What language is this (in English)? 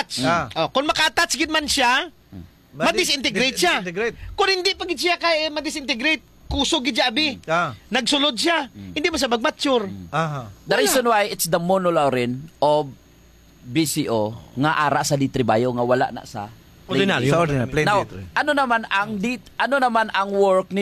Hiligaynon